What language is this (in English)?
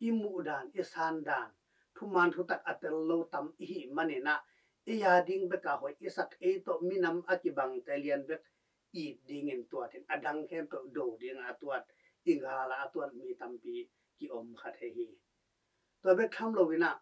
Tedim Chin